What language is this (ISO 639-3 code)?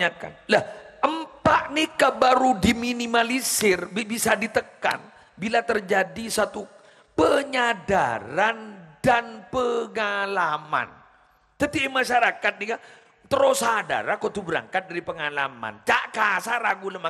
mad